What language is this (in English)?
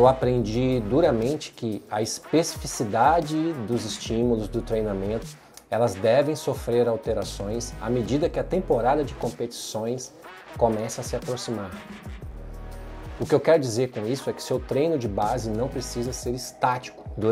Portuguese